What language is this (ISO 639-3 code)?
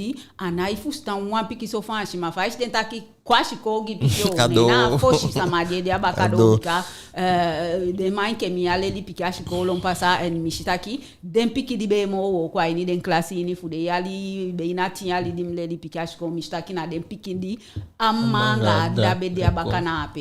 djk